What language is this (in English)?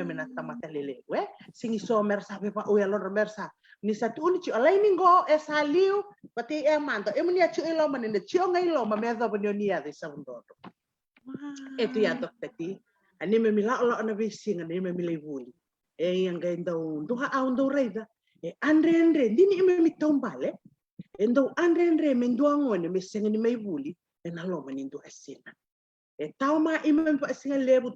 Fijian